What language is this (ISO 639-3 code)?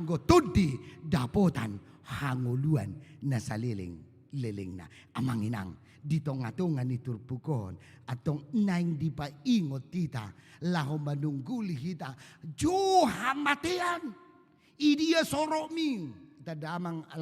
bbc